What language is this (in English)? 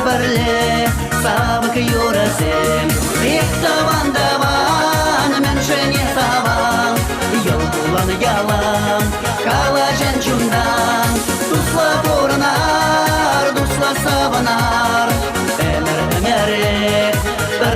Chuvash